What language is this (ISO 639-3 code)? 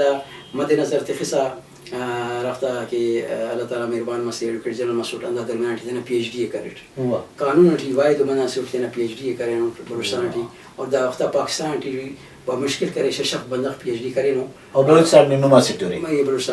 brh